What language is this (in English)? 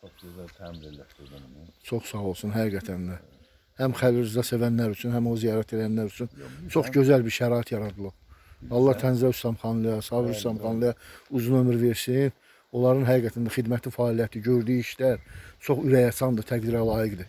Azerbaijani